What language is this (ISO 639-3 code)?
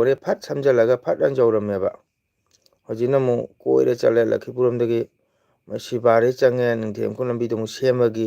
mni